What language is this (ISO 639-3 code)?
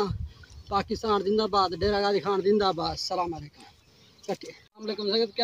skr